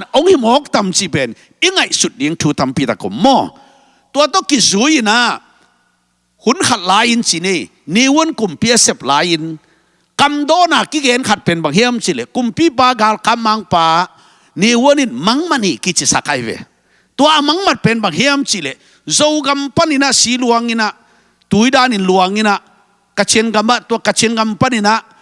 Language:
Tedim Chin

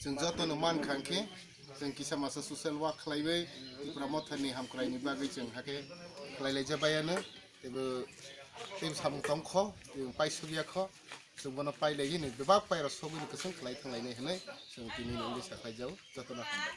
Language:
Kok Borok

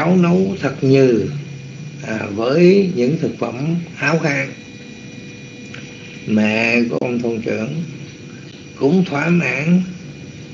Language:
Vietnamese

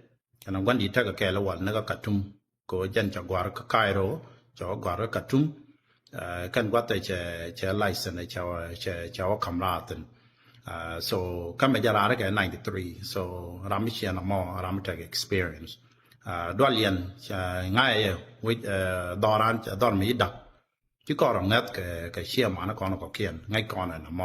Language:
Nuer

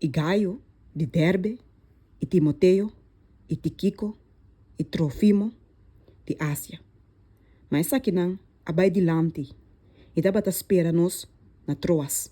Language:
Papiamento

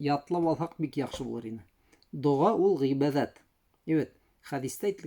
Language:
Bashkir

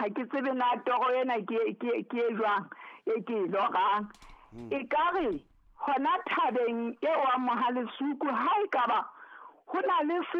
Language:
Southern Sotho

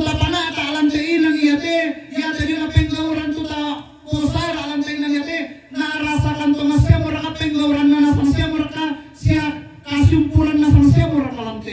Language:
Toraja-Sa'dan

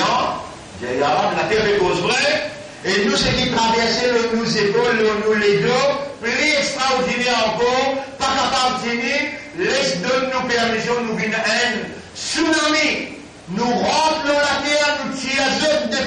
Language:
Morisyen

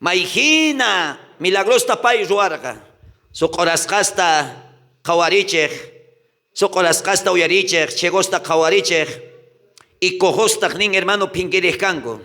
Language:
South Bolivian Quechua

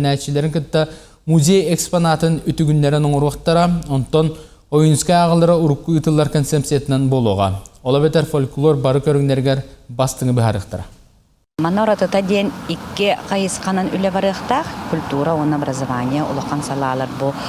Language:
Yakut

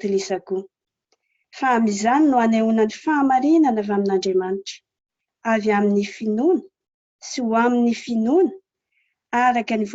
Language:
Malagasy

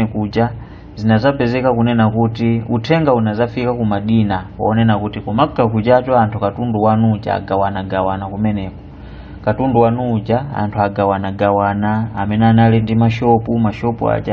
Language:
Nyanja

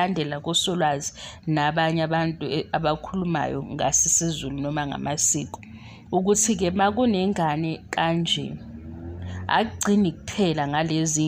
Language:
Zulu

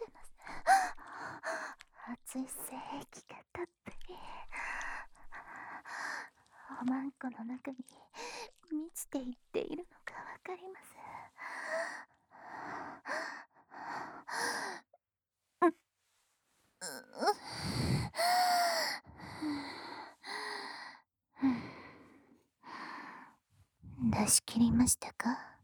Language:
Japanese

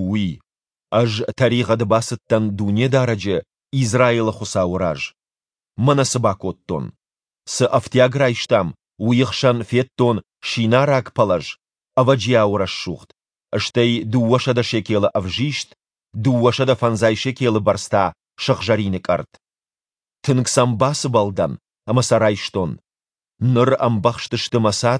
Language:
Ossetic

